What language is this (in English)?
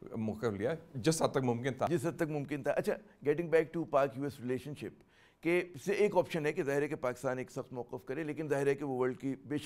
Urdu